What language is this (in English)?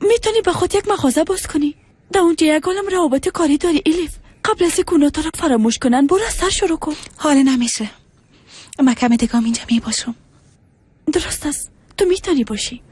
Persian